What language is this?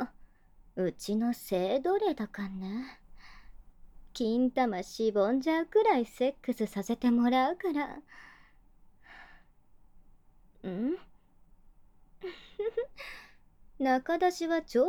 Japanese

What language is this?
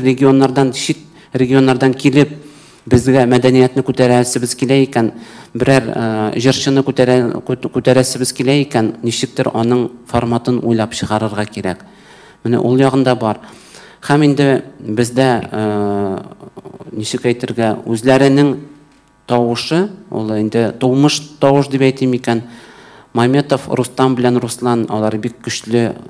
Tatar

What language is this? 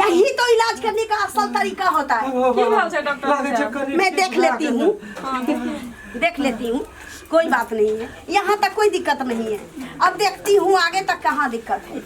Maithili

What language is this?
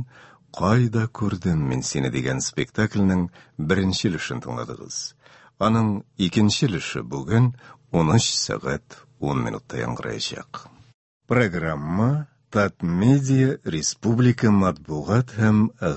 Tatar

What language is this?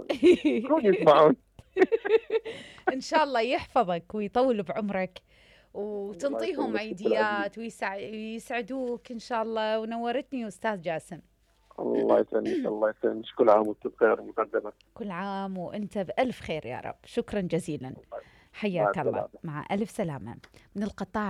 Mesopotamian Arabic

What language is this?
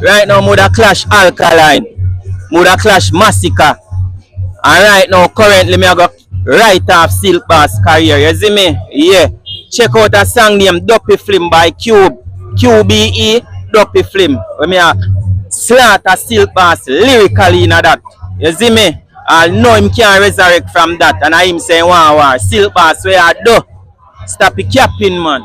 Jamaican Creole English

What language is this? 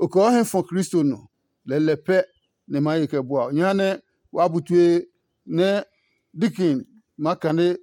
Adangme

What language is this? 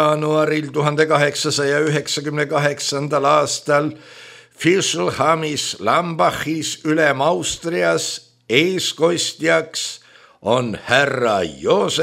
Estonian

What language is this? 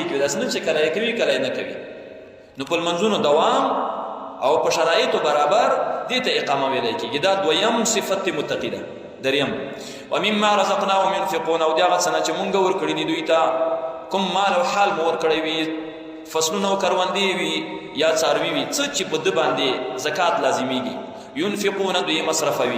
Pashto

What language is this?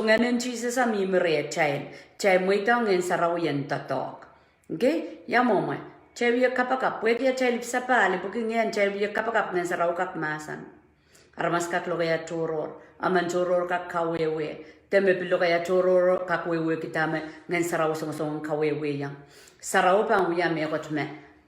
Pohnpeian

